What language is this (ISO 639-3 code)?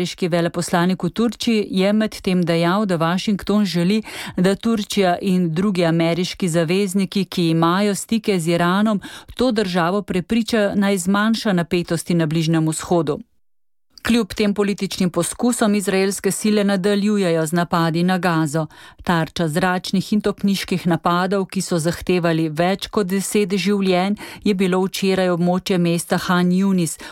slv